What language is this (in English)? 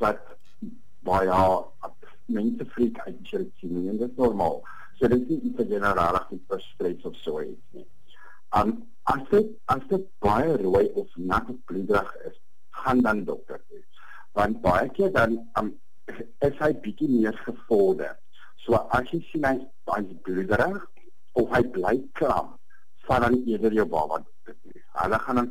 Afrikaans